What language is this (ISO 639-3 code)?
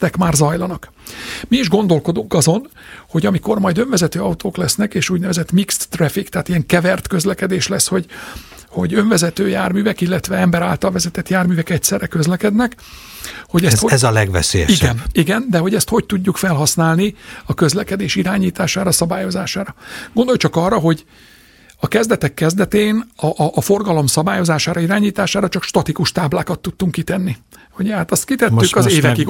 hun